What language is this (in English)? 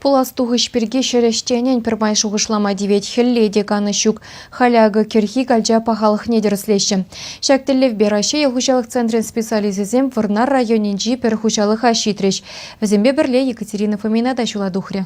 Chuvash